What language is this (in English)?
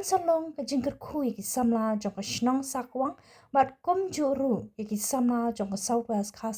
Khasi